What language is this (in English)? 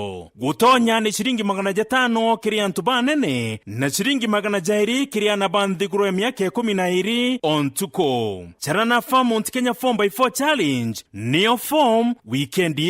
Meru